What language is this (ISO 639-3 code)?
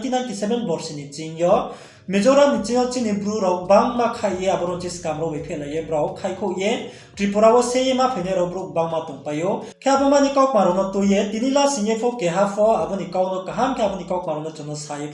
ria